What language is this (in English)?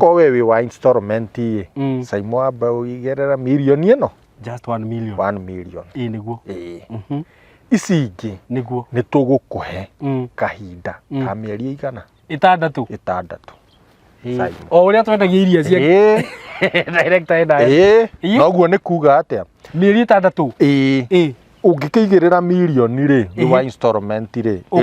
Kikuyu